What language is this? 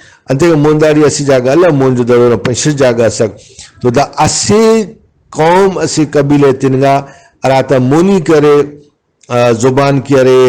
Brahui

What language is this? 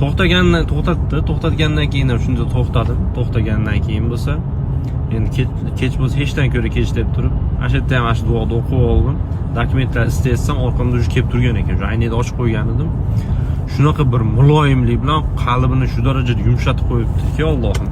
Uzbek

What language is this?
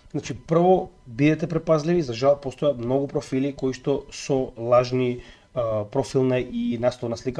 Macedonian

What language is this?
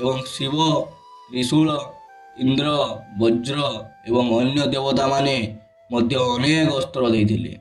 Odia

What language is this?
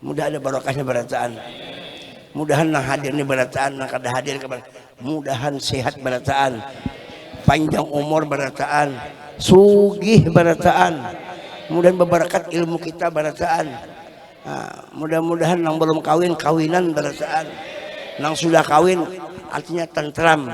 Banjar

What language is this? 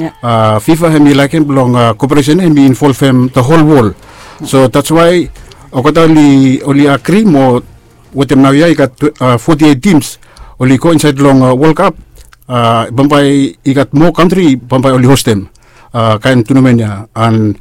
Bislama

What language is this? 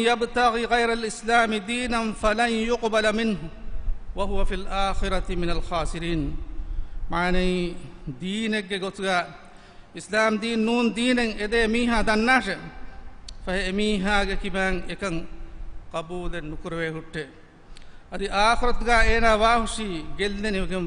Divehi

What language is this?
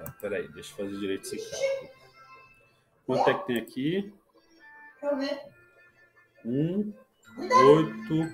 Portuguese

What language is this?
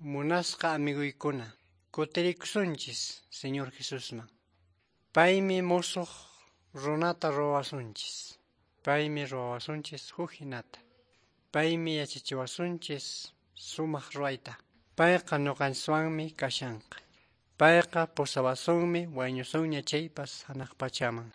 Quechua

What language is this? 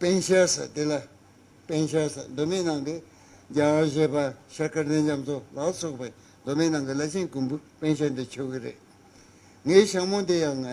Tibetan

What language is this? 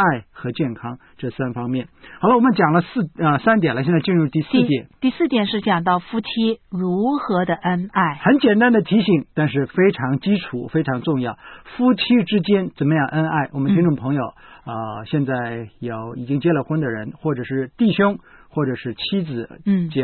Chinese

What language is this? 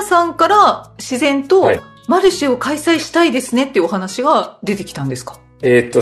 Japanese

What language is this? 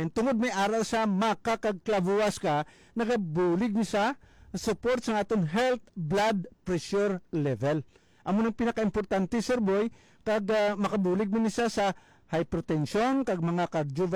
Hiligaynon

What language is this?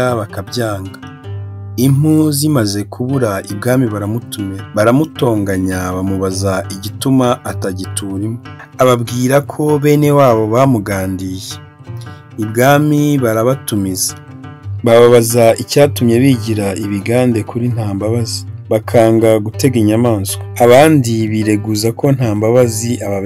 Kinyarwanda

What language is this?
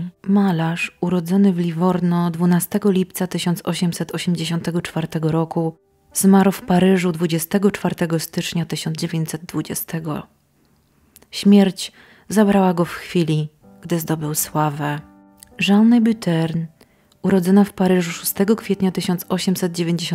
Polish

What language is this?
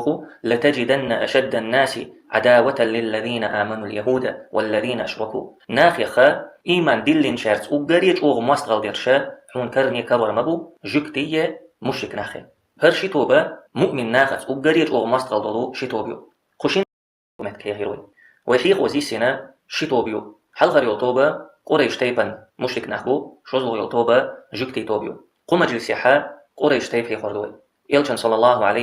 Chechen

